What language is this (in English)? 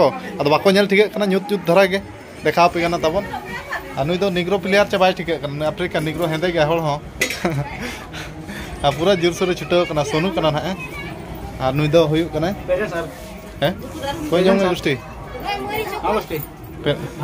Santali